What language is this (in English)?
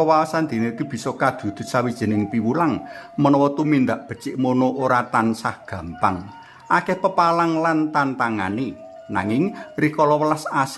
Javanese